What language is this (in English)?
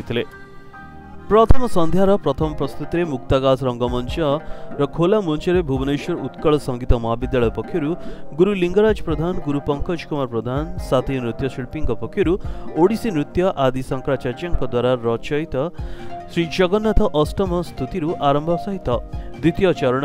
Odia